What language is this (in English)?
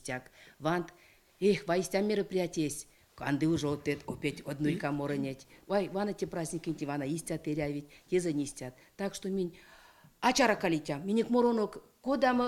Erzya